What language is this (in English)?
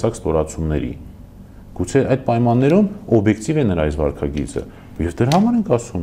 Armenian